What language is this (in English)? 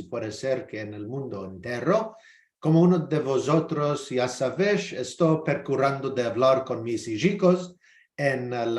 Ladino